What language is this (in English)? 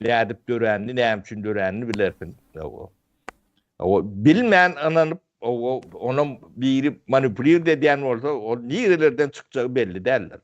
Turkmen